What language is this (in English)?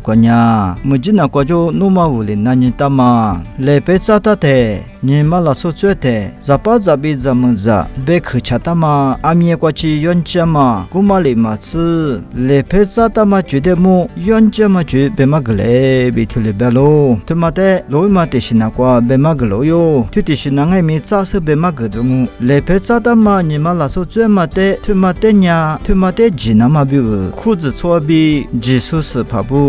Lisu